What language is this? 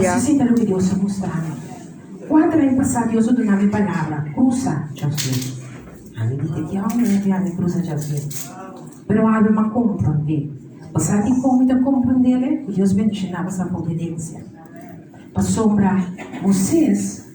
Papiamento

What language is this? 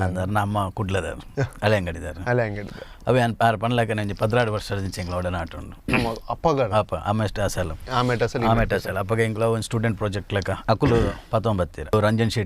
Tulu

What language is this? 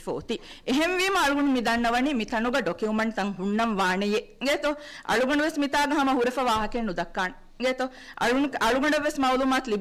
Divehi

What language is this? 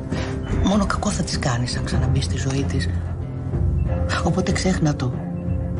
Greek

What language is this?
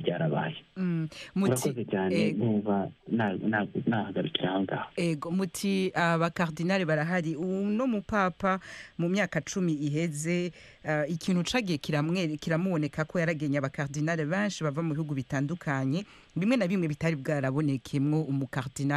Kinyarwanda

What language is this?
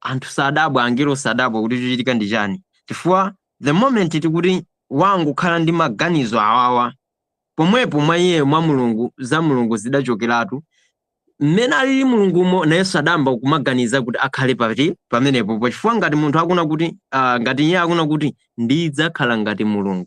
Nyanja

